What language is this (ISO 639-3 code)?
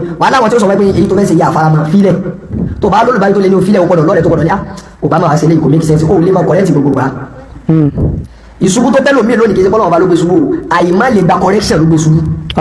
yor